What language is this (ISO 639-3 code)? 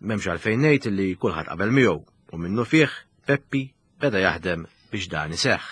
mlt